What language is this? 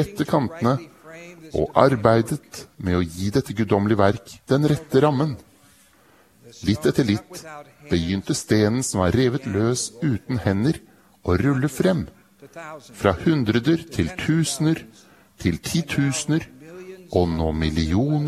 Norwegian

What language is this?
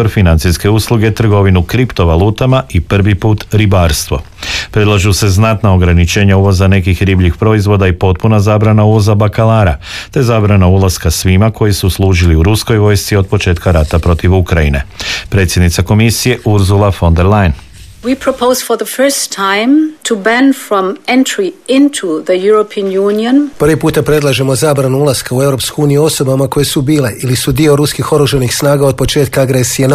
Croatian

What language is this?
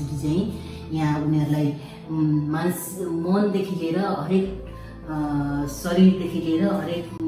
Nepali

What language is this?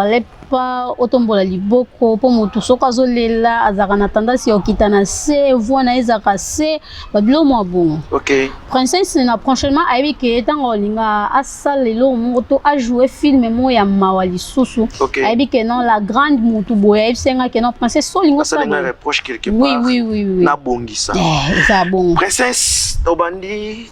Lingala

